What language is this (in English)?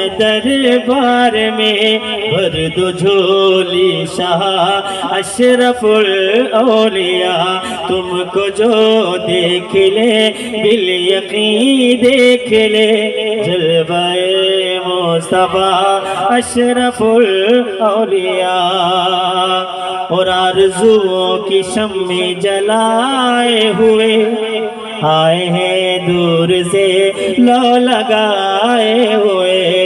Urdu